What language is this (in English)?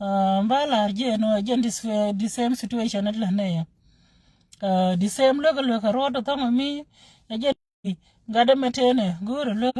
Nuer